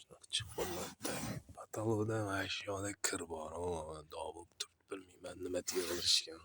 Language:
Uzbek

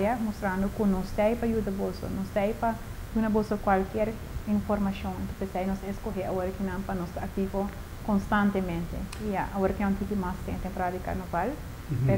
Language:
Papiamento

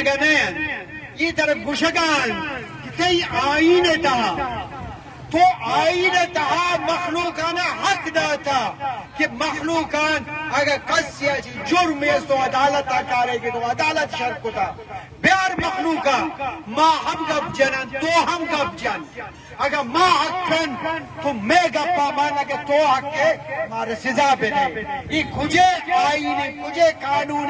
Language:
Eastern Balochi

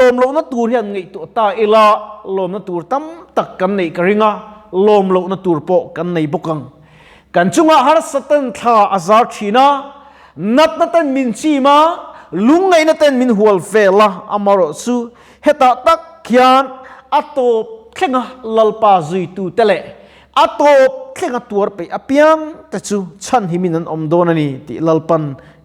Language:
Mizo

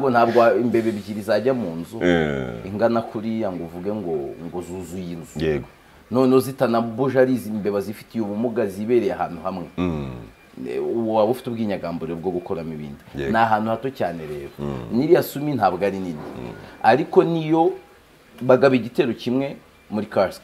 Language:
Kinyarwanda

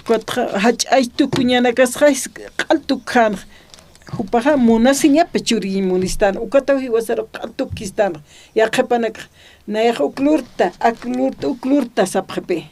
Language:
Aymara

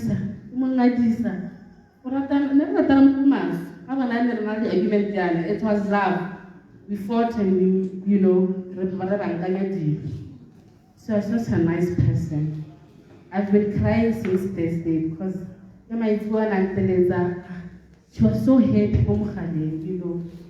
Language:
Tswana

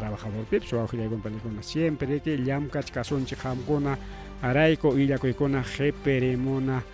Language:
Ayacucho Quechua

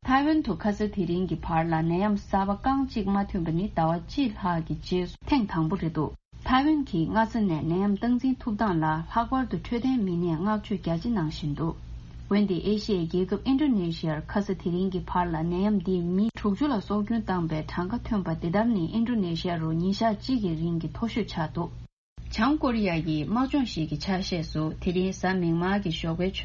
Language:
Tibetan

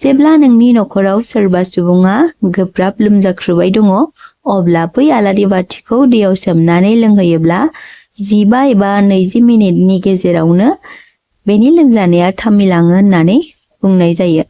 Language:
Bodo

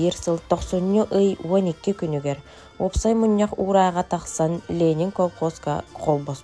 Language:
Yakut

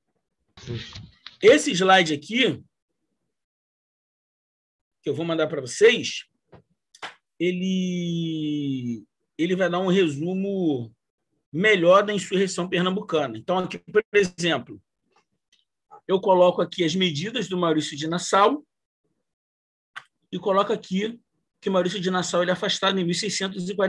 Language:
Portuguese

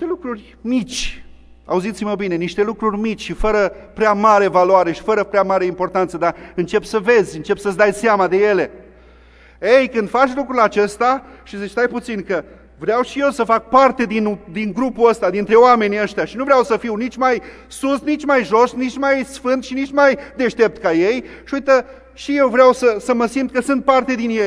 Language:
Romanian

